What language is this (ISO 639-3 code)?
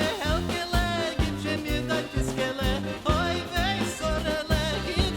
yid